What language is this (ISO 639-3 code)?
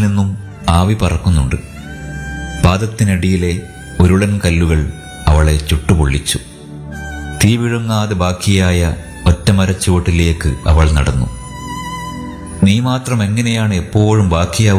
mal